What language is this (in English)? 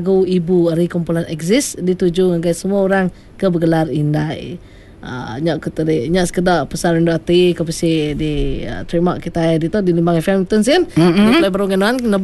Iban